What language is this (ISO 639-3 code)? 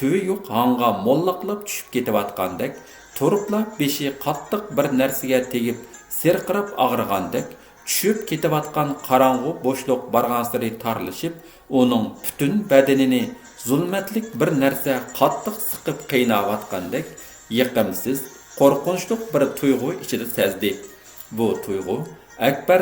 uig